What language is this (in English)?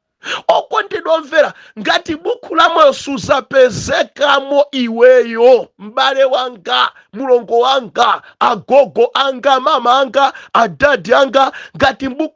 Nyanja